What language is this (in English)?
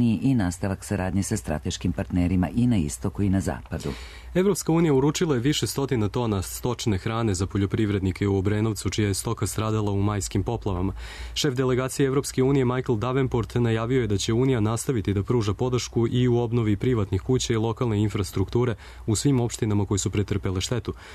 Serbian